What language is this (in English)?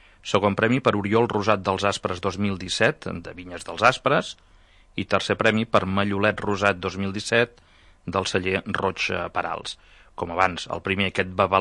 Catalan